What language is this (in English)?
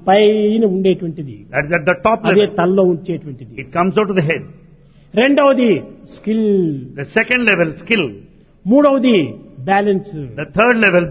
Telugu